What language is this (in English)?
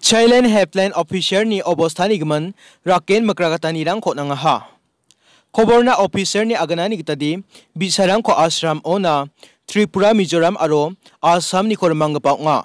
Garo